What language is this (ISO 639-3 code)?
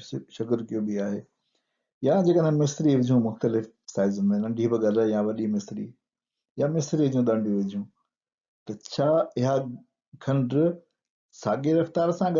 snd